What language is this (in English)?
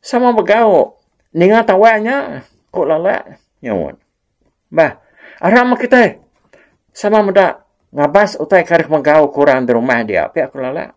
Iban